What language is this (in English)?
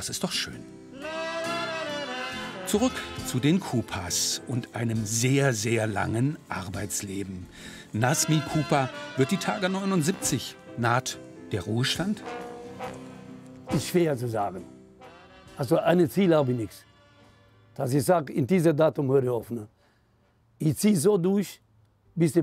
German